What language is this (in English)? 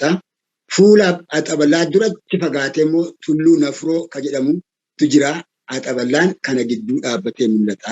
Oromo